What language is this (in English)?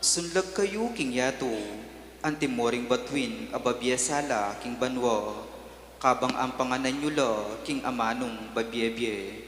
Pampanga